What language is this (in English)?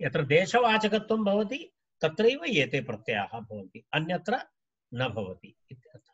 Sanskrit